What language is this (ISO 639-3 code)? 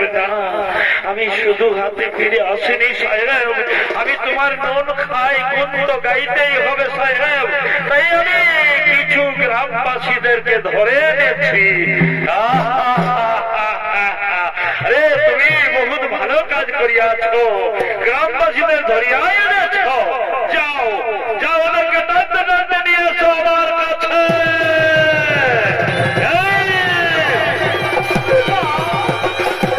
ben